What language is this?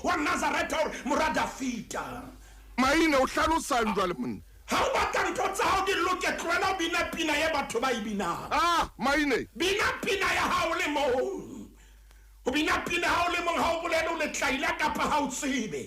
Southern Sotho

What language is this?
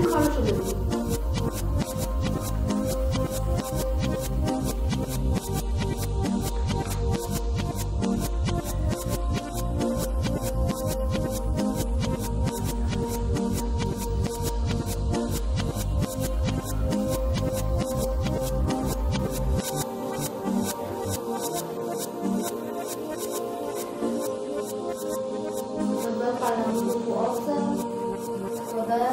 Persian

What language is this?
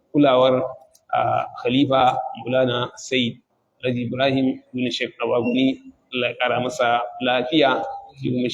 Hausa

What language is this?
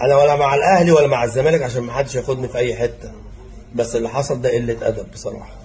Egyptian Arabic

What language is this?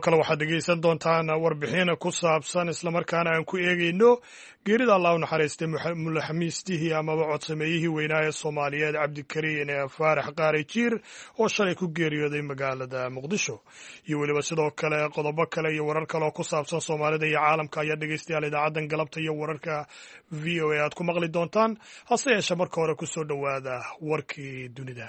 Somali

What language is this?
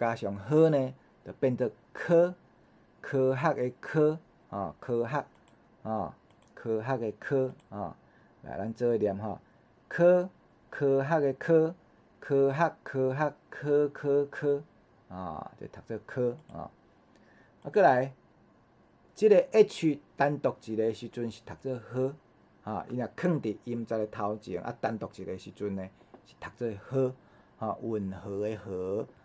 Min Nan Chinese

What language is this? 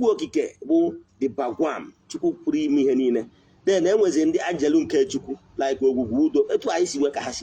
Igbo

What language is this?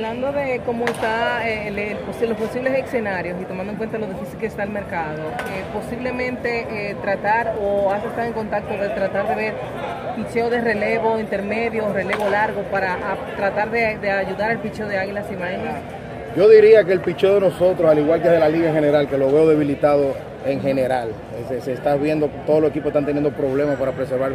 Spanish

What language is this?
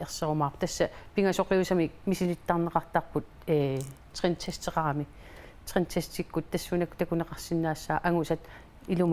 Kalaallisut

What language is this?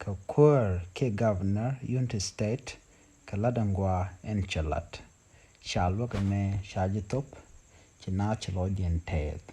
Nuer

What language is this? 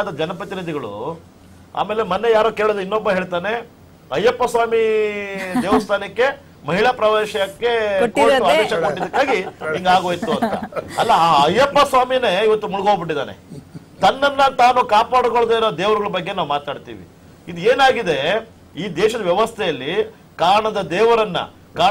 Kannada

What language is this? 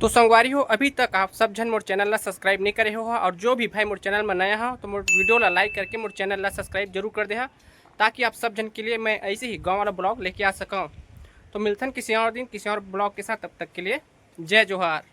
Chhattisgarhi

